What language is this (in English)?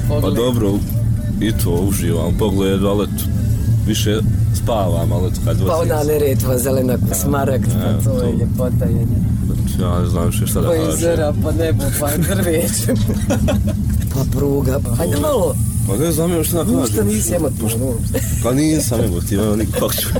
Bosnian